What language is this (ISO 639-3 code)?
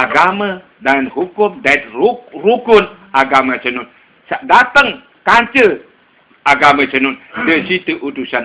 sas